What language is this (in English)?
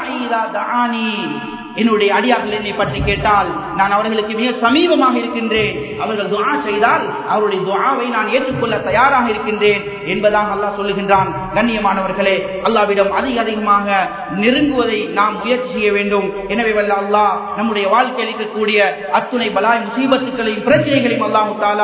Tamil